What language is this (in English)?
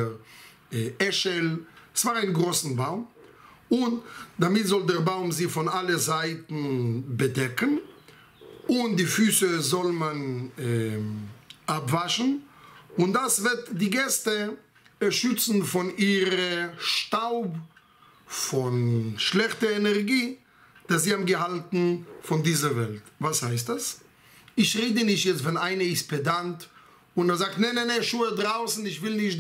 German